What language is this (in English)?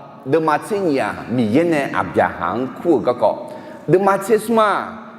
Akha